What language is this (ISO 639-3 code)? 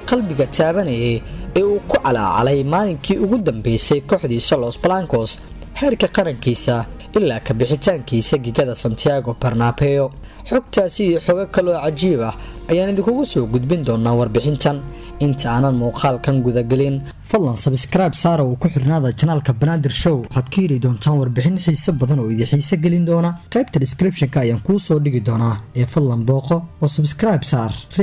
som